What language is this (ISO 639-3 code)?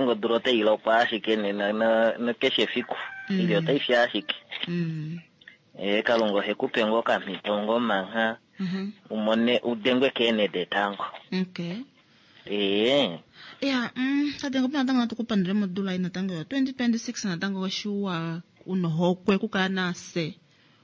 kua